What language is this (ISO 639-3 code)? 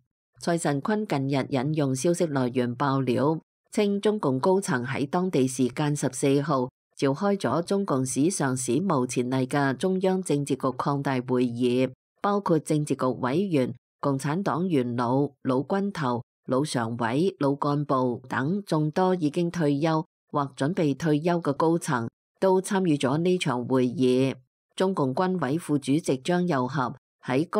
yue